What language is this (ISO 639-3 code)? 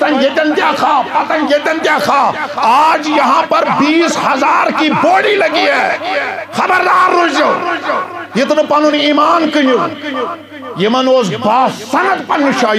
kas